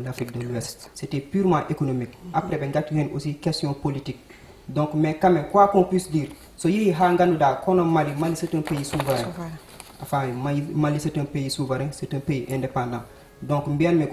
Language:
Fula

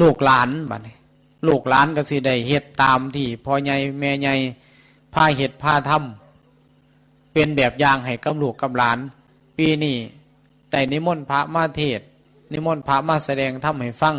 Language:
Northeastern Thai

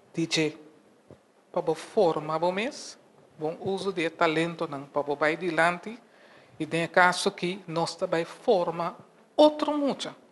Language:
Papiamento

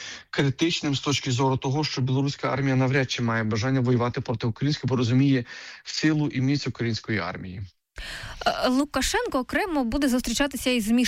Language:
Ukrainian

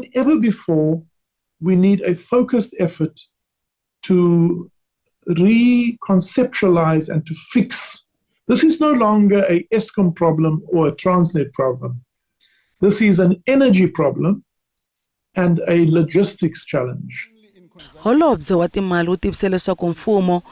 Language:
Tsonga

